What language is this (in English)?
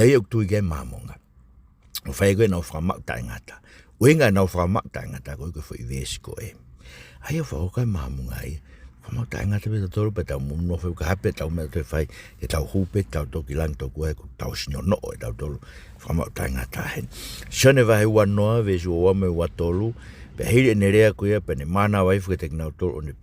Tongan